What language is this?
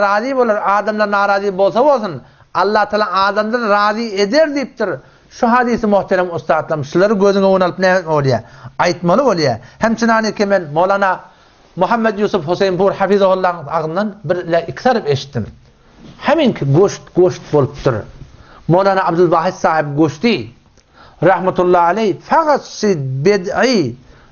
Turkmen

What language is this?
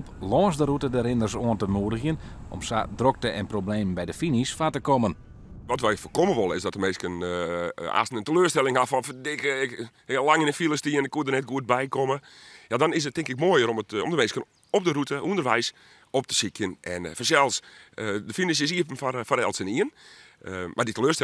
Western Frisian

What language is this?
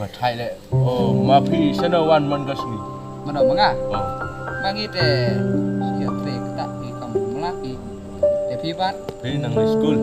Khasi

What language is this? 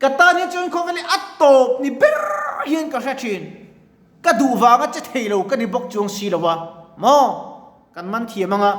Mizo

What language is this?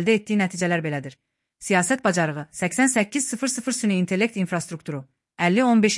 Azerbaijani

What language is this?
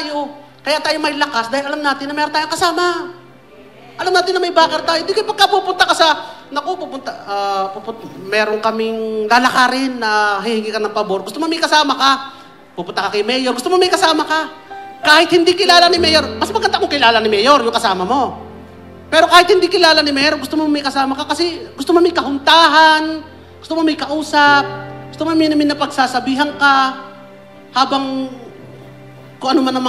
Filipino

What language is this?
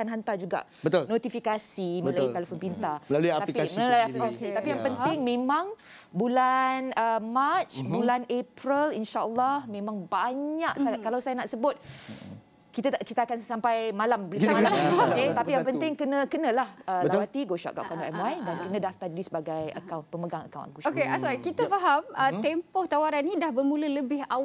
Malay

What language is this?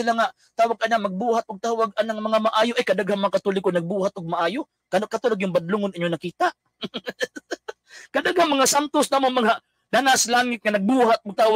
Cebuano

